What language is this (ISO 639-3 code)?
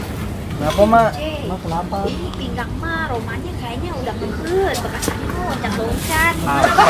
bew